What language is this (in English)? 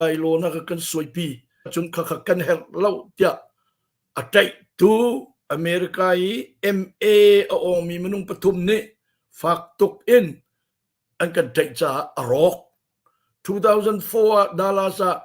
Hakha Chin